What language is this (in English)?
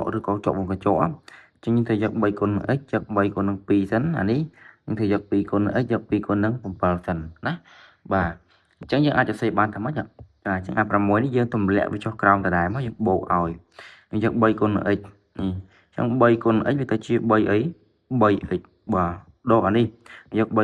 Khmer